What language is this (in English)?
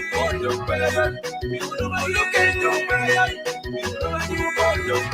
Acoli